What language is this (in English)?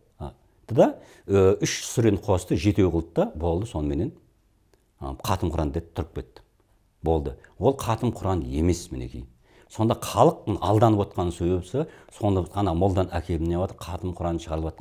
Kazakh